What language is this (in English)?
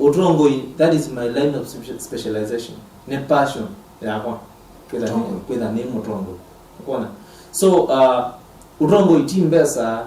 Kamba